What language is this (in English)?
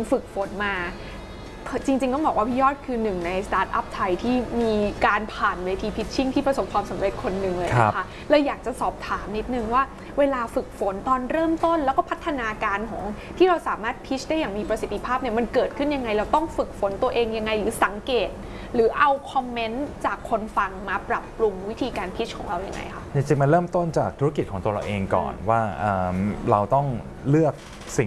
Thai